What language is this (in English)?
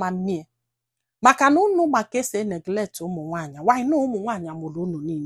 Igbo